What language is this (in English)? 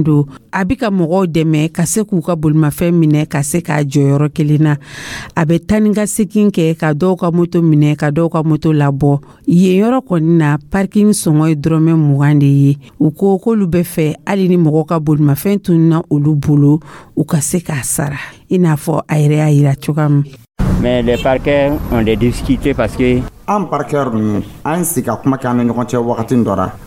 Dyula